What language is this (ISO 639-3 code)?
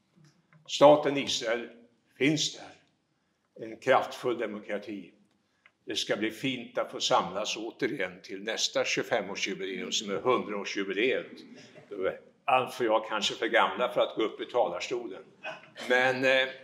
swe